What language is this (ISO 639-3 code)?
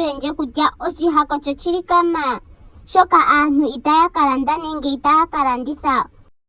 ndo